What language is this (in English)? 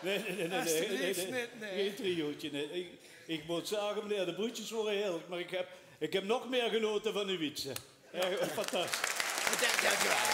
Limburgish